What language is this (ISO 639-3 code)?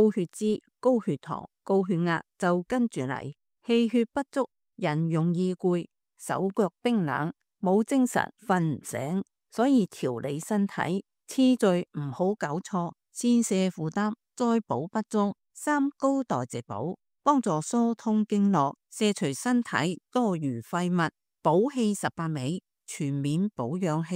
yue